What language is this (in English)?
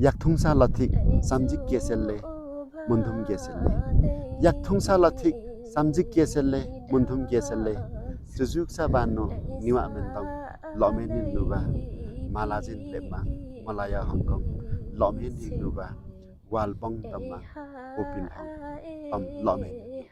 Limbu